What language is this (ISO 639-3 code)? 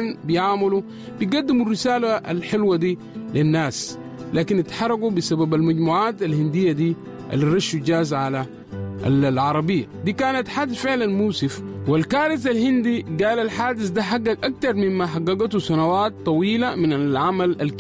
apd